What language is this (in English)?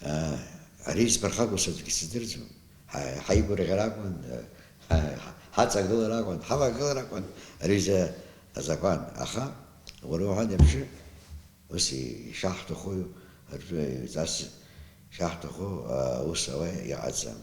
Abkhazian